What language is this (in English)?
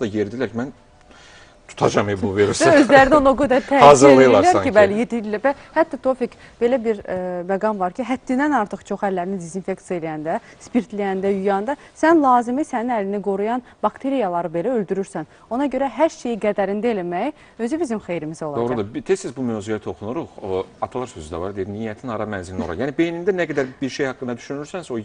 Azerbaijani